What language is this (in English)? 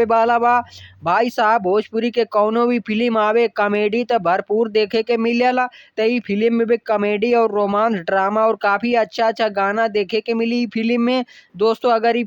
Bhojpuri